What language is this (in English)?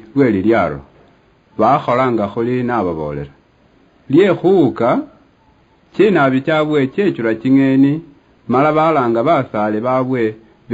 Luyia